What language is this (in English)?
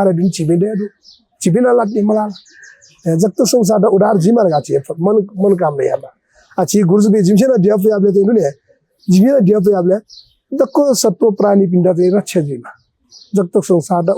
Newari